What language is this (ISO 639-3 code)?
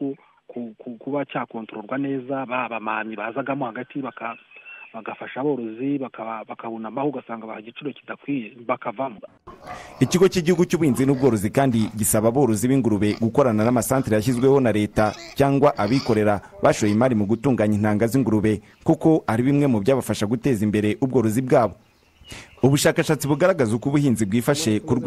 kin